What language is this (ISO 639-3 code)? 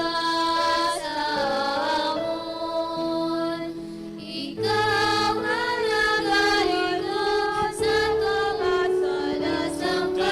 hil